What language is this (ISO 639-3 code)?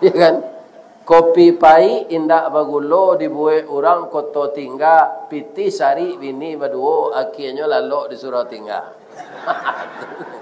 min